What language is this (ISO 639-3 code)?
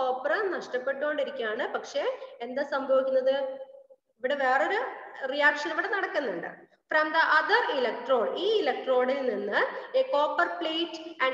mal